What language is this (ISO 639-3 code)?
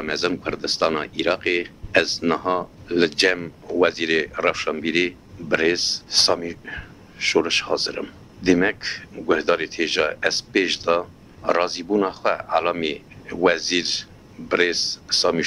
kur